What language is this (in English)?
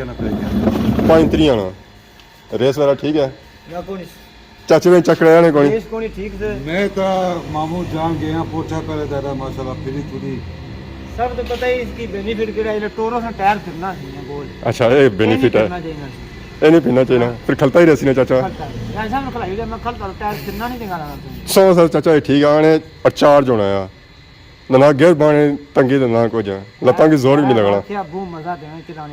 Pahari-Potwari